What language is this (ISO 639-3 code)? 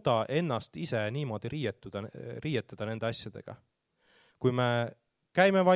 est